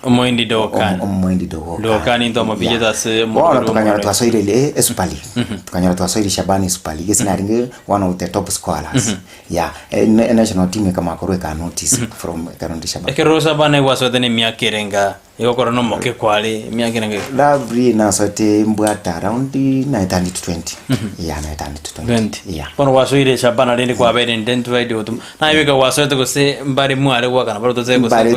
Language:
Gusii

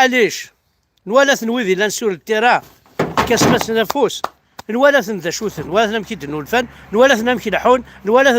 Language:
Kabyle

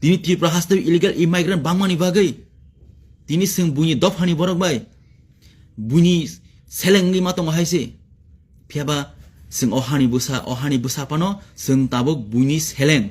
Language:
Kok Borok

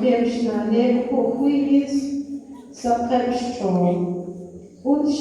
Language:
Kekchí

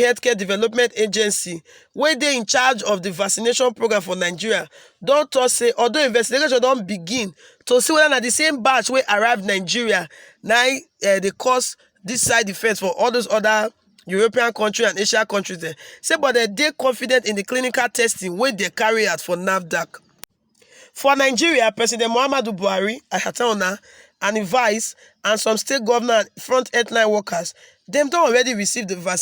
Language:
Nigerian Pidgin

